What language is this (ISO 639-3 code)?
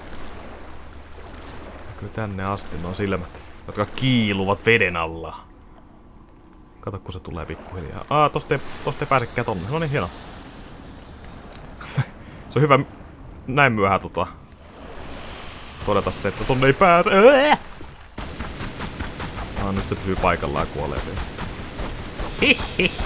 fin